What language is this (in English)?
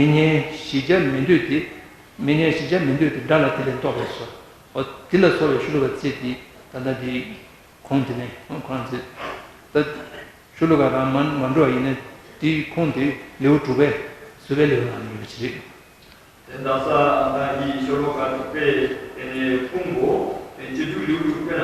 Tibetan